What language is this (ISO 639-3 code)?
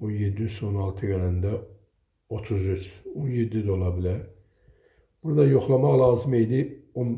aze